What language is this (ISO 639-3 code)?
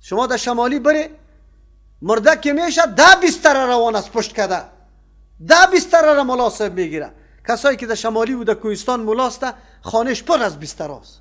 fas